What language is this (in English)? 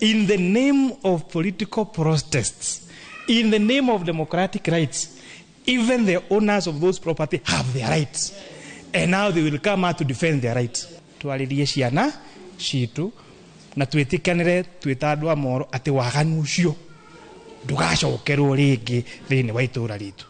Kikuyu